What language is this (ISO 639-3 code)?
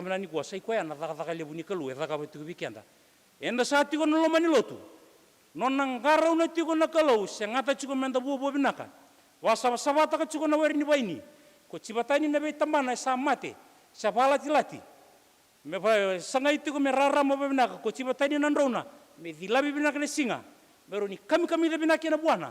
fij